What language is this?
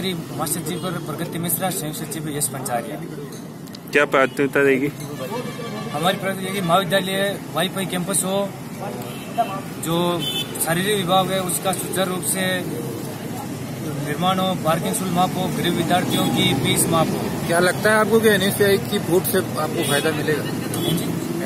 Hindi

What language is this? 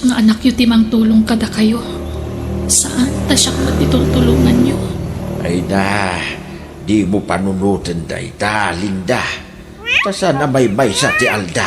Iloko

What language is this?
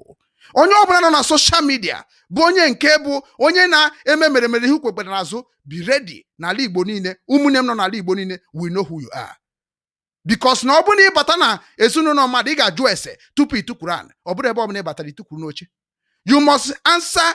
Igbo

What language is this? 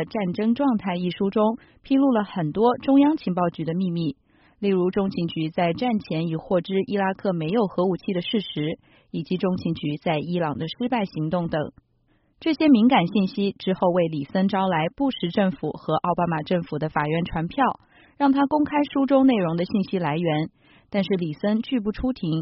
Chinese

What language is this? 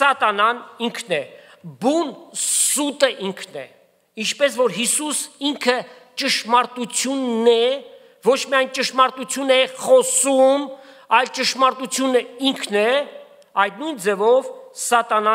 Armenian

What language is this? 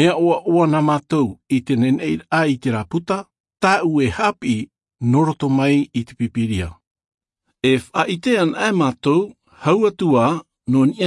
Tahitian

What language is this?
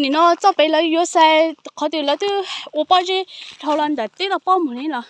Hmong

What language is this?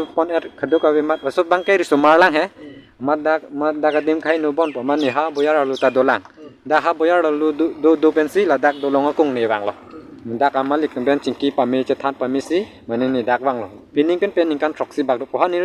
Karbi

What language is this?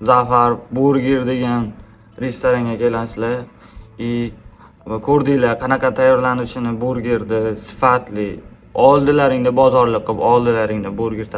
Uzbek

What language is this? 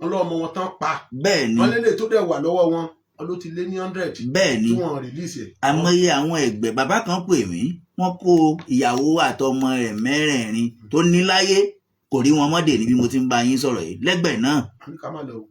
Yoruba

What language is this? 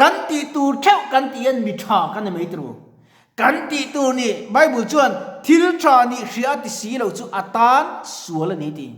Mizo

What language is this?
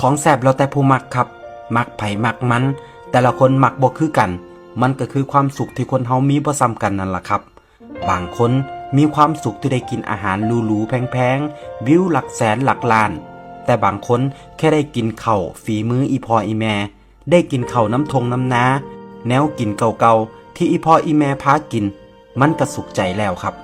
Northeastern Thai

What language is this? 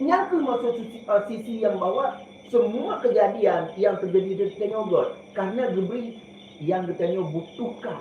Achinese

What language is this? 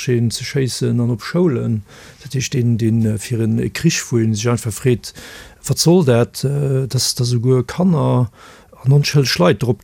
Luxembourgish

